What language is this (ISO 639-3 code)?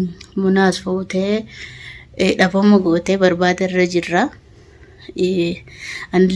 orm